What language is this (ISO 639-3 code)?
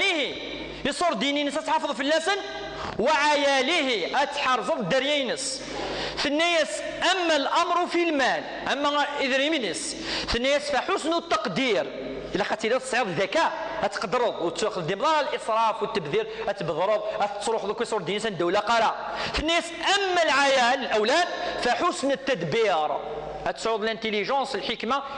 kab